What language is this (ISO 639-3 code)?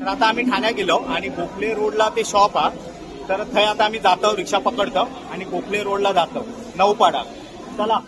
kok